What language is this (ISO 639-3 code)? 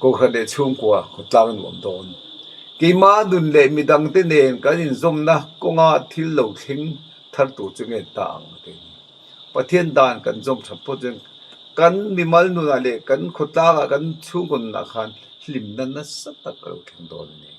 lus